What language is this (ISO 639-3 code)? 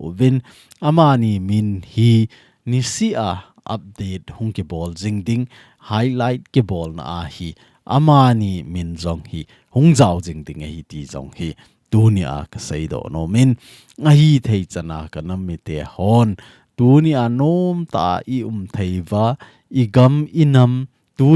tcz